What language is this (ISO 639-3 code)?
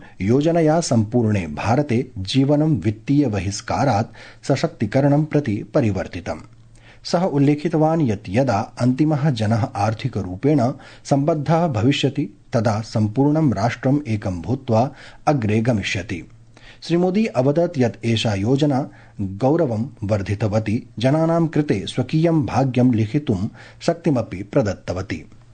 san